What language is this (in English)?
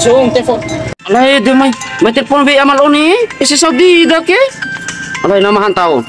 Bima